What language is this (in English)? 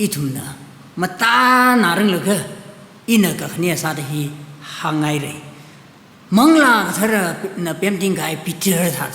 Tangkhul Naga (India)